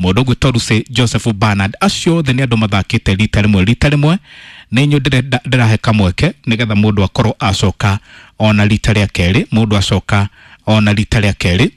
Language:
Kikuyu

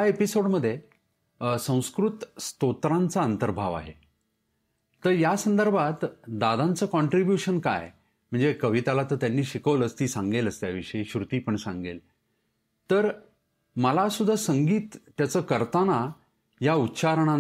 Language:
Marathi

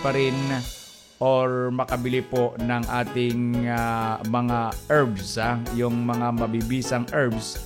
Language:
Filipino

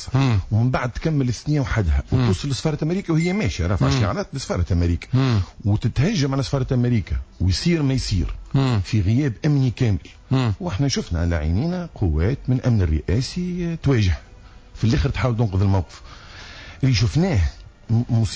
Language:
Tunisian Arabic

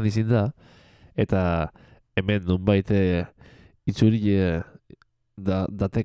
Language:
Basque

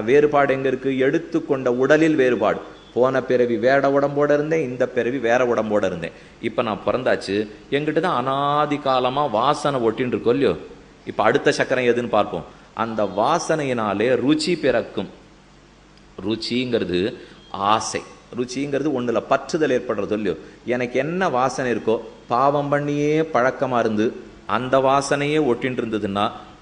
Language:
Tamil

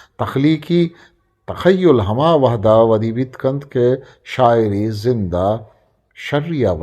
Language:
Eastern Balochi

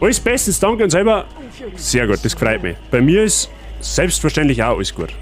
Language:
Bavarian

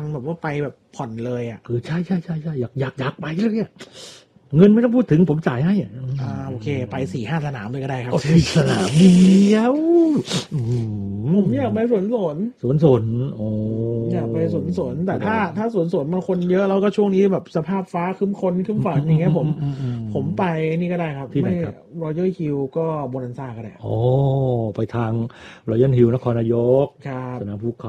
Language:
Thai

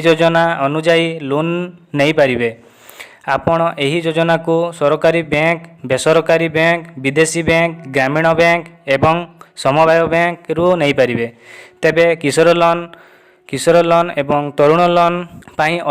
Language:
Odia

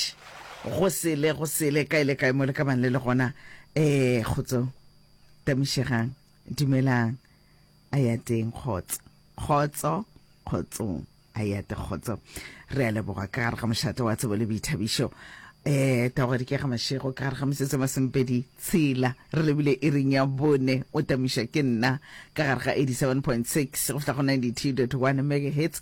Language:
Northern Sotho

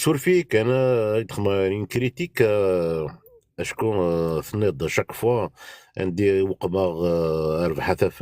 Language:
Kabyle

